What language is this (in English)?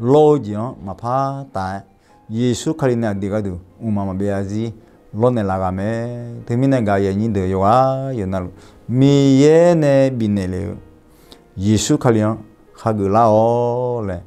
Akha